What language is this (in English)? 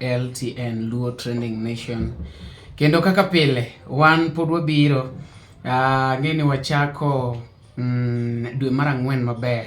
Luo (Kenya and Tanzania)